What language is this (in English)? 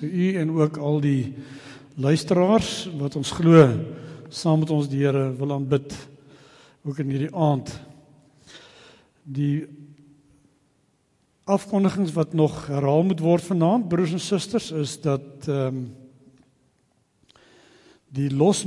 Afrikaans